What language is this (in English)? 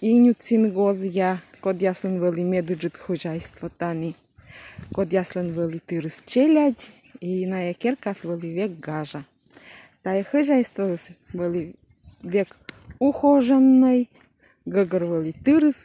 Komi